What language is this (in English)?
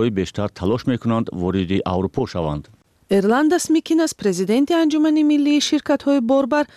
Persian